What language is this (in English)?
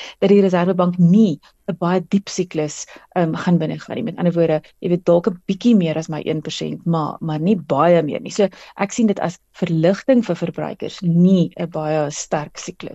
Afrikaans